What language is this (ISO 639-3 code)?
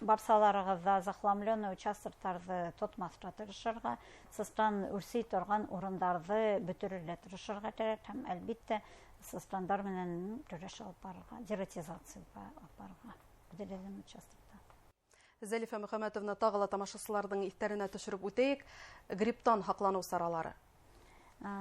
bak